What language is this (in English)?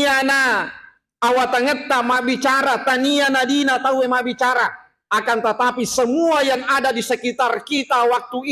Buginese